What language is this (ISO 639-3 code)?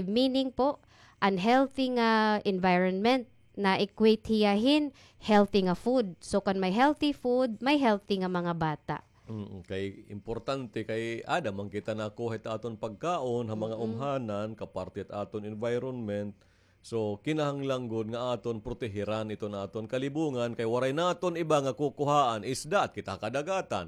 war